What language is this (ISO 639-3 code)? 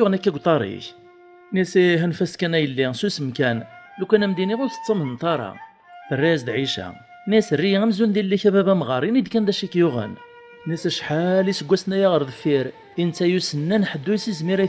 kab